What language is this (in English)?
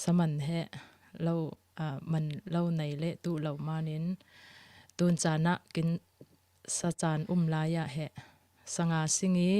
Falam Chin